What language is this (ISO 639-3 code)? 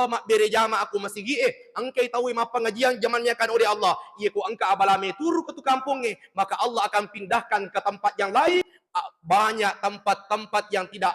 bug